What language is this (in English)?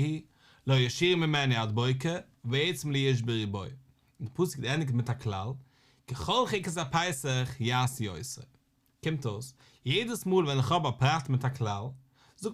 Yiddish